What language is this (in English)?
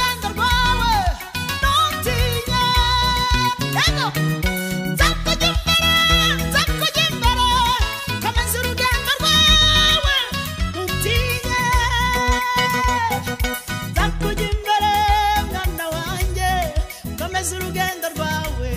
Kinyarwanda